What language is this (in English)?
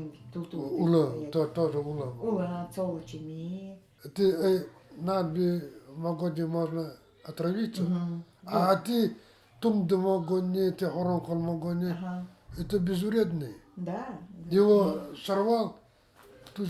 Nanai